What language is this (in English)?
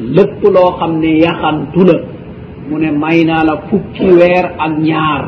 Wolof